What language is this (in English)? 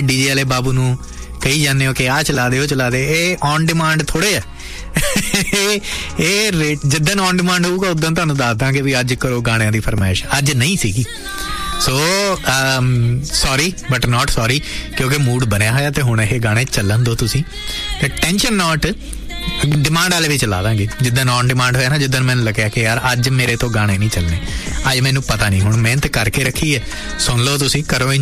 Punjabi